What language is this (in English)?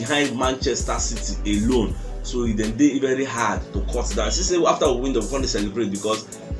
Nigerian Pidgin